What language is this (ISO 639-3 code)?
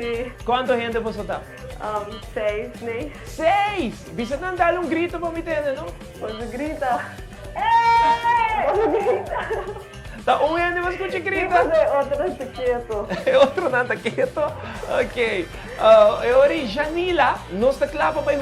pap